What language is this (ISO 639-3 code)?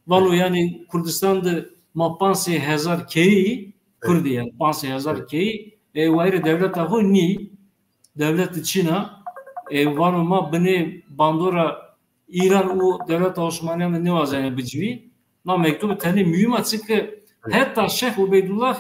zza